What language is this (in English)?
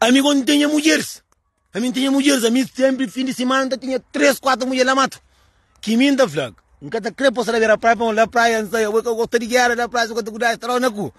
Kabuverdianu